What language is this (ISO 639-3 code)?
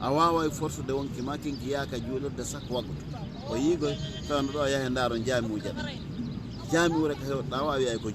ful